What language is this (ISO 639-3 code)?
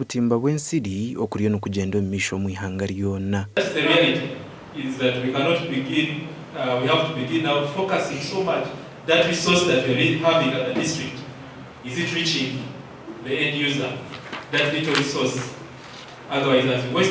nyn